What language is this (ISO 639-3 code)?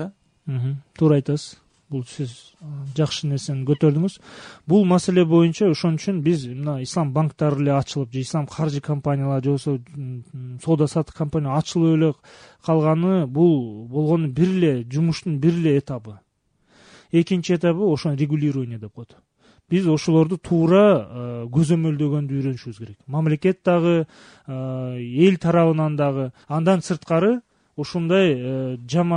kir